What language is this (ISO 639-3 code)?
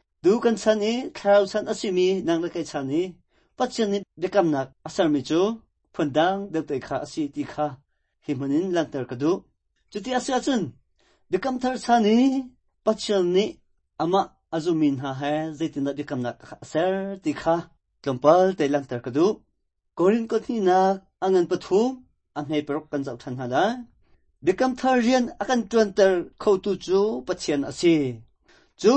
cnh